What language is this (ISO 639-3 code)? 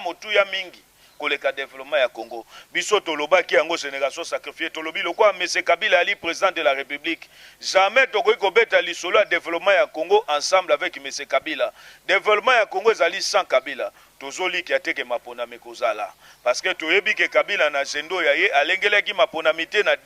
lin